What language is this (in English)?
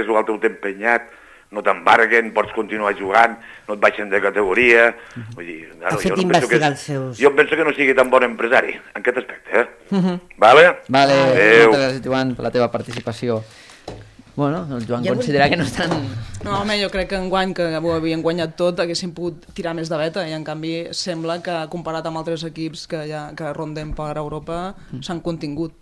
Catalan